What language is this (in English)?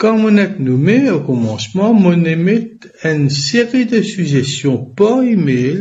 Morisyen